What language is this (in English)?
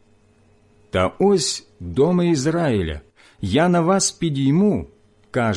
Ukrainian